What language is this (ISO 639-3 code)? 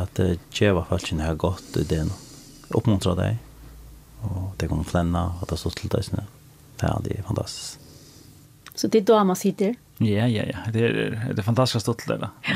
fao